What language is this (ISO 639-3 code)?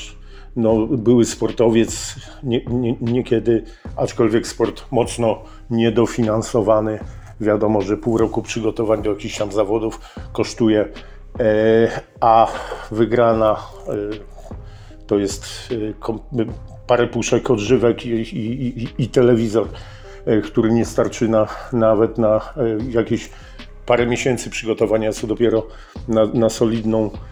pol